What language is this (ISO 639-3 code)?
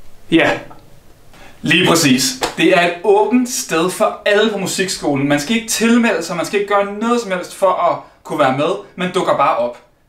dan